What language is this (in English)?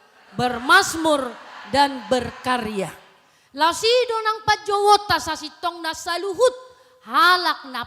Batak Toba